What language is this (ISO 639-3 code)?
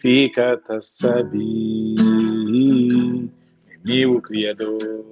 kea